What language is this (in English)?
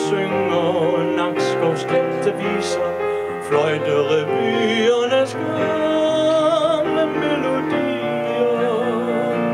Danish